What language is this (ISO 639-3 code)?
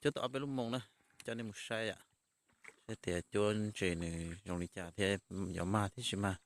hmn